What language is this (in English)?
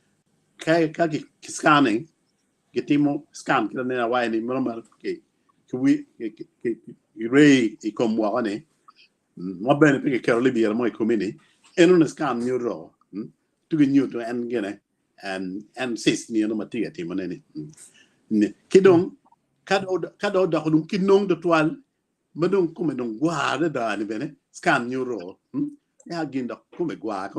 Acoli